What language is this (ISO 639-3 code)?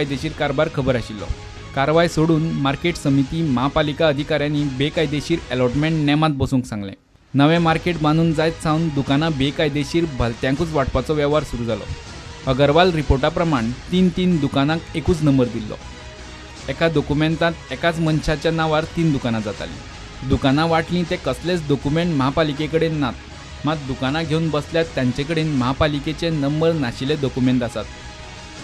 kok